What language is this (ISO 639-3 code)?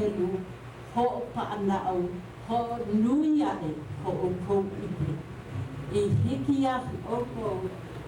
haw